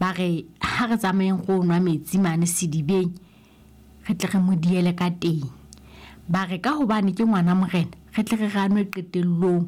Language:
Southern Sotho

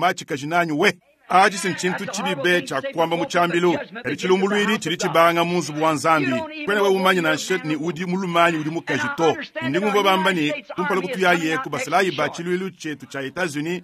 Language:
Luba-Lulua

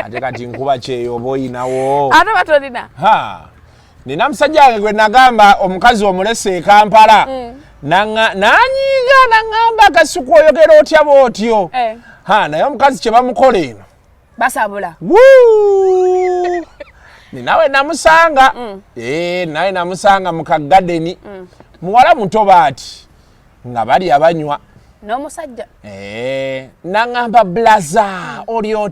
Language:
Ganda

